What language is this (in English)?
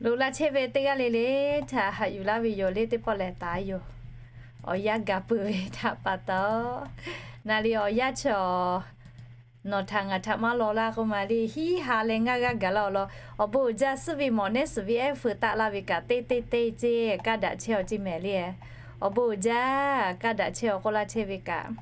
Lahu